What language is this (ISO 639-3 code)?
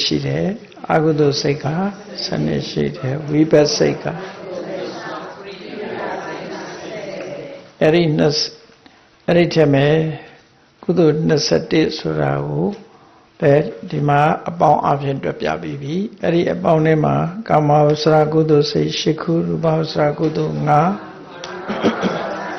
mya